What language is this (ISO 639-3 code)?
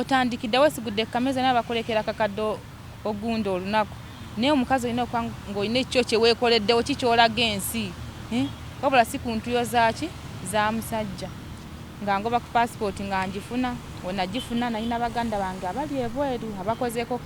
lug